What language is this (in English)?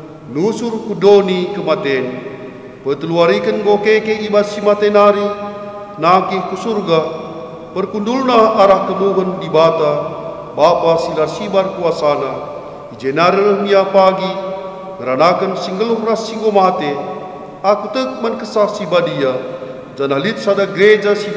Batak Karo